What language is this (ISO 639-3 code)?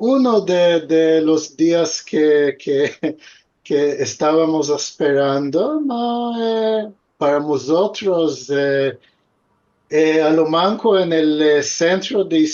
lad